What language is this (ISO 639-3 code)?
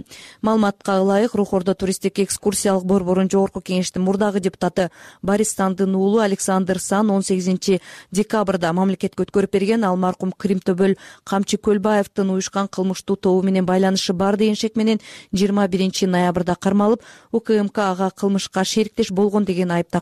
kir